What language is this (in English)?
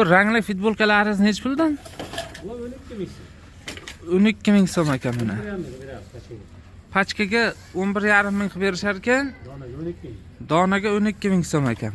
Uzbek